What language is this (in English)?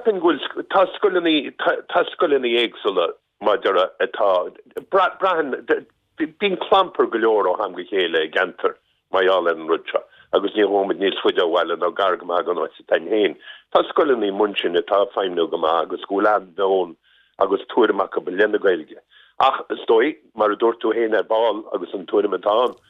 Irish